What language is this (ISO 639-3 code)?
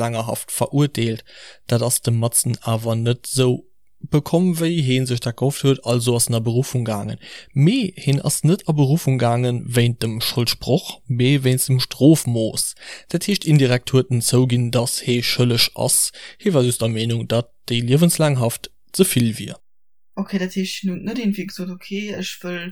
ltz